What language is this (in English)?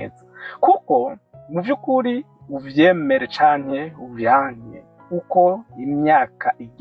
Rundi